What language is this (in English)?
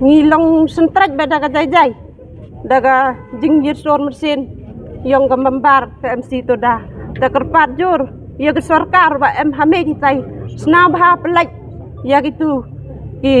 Khasi